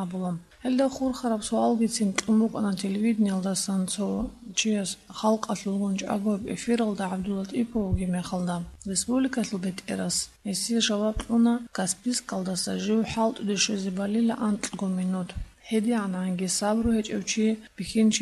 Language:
Avaric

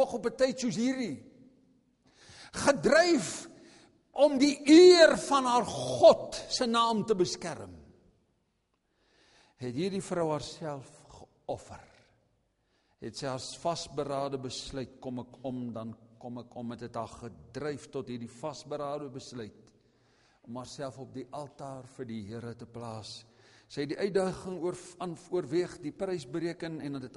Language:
Afrikaans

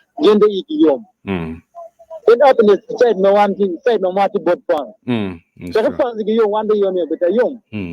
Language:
Acoli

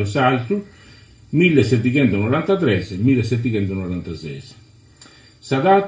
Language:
Sardinian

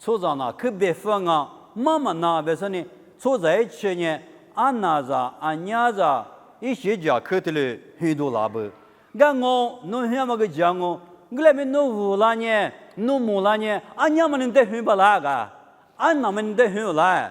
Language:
Lisu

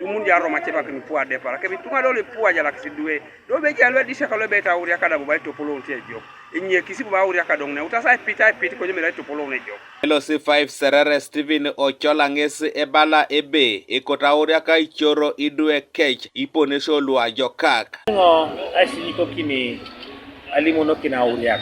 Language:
Teso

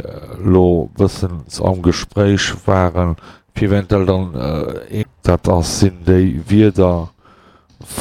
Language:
Luxembourgish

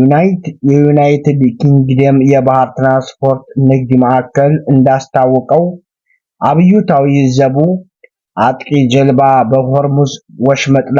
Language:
Amharic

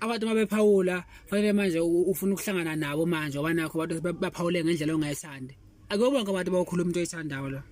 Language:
Zulu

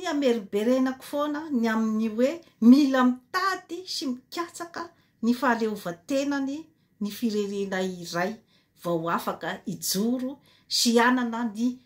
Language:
Malagasy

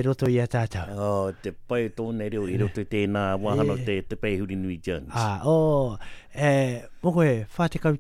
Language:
Māori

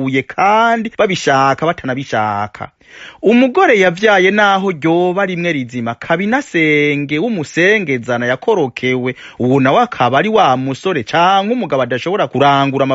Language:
Rundi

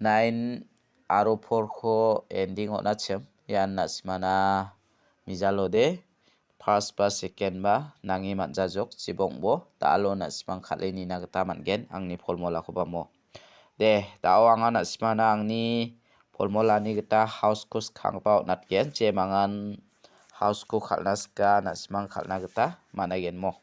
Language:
Garo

